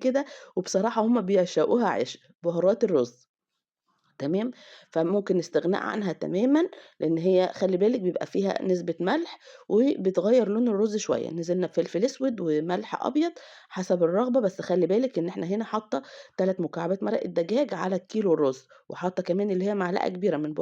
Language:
Egyptian Arabic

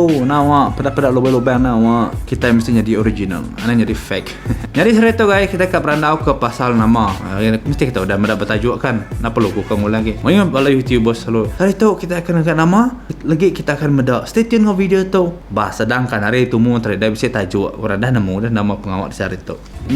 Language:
Iban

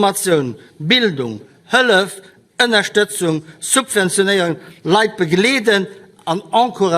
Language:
Luxembourgish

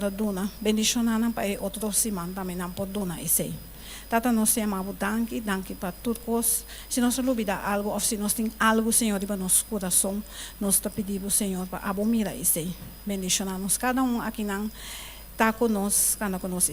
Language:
Papiamento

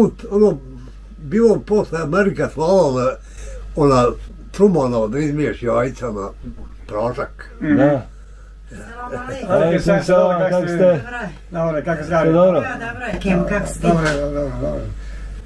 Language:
Bosnian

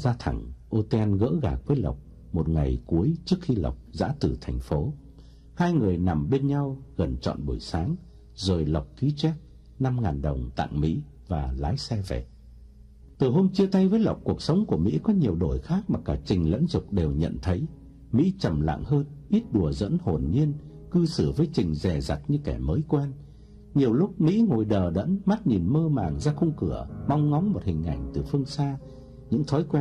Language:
Vietnamese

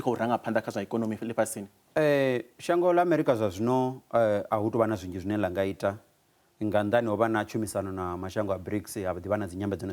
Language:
Venda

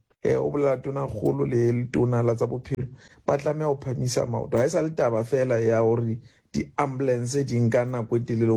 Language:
Southern Sotho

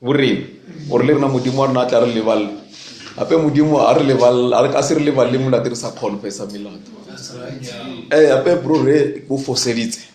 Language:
Northern Sotho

